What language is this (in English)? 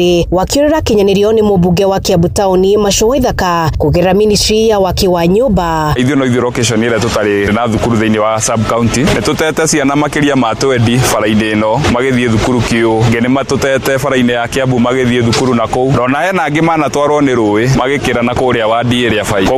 Kikuyu